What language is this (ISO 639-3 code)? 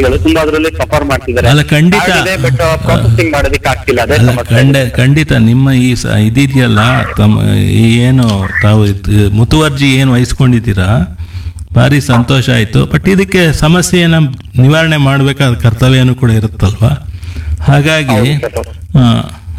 kan